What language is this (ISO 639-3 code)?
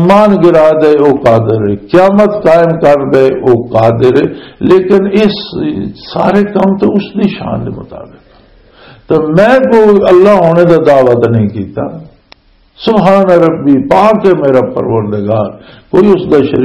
lah